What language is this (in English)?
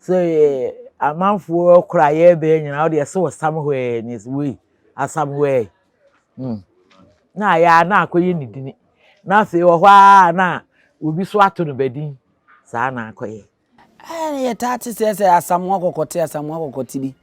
Akan